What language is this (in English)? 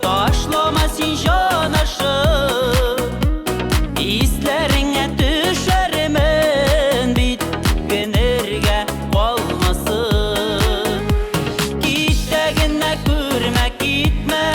Tatar